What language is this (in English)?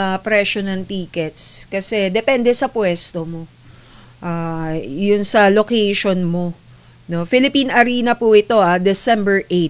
Filipino